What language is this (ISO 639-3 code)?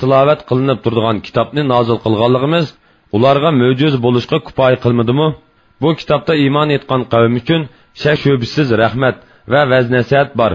uig